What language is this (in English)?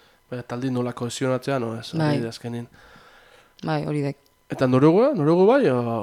Basque